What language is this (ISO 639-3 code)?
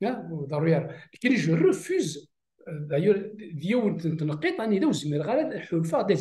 kab